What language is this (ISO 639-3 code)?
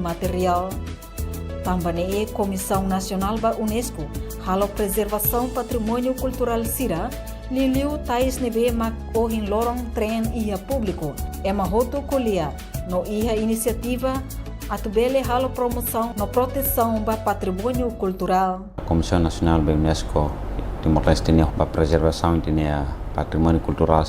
tet